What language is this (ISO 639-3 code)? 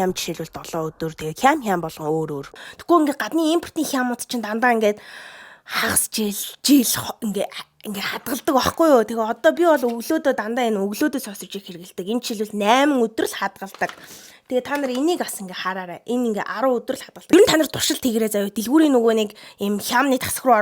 mon